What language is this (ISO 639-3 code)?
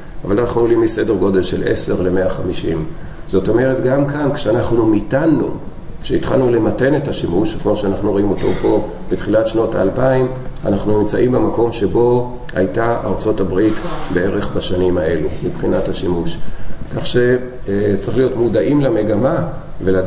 heb